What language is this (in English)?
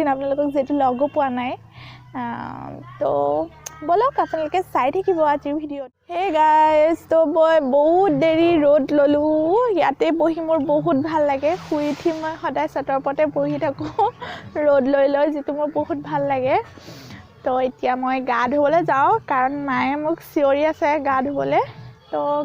Assamese